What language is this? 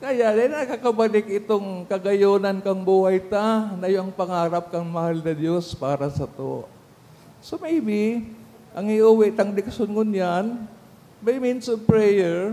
Bikol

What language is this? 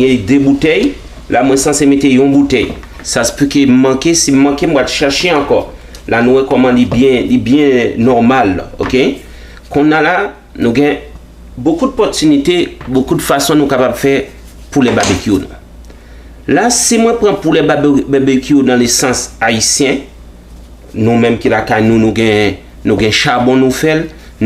Haitian Creole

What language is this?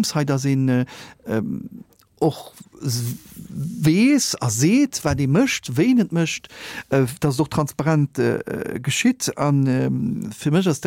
Luxembourgish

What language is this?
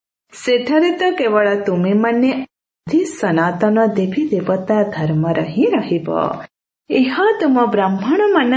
Odia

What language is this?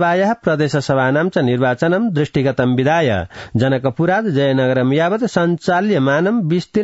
Sanskrit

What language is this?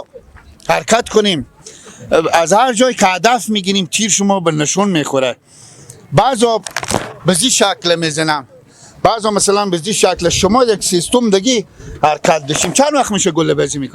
Persian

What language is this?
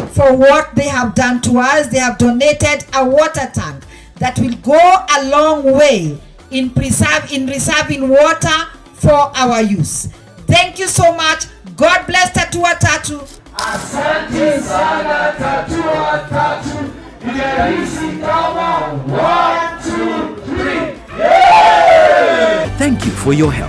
Meru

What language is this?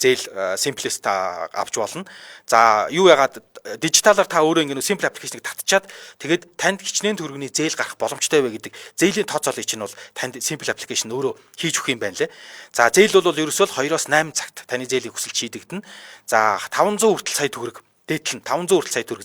Mongolian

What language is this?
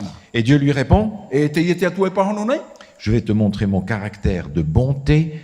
Tahitian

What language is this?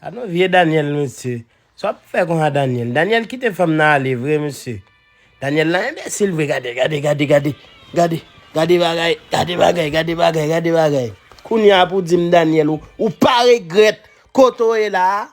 Haitian Creole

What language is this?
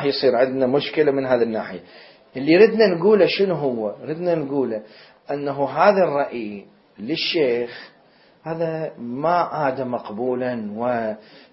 Mesopotamian Arabic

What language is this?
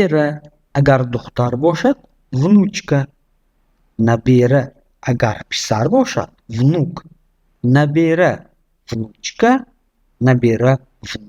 Tajik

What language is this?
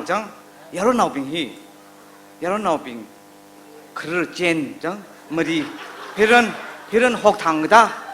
Tangkhul Naga (India)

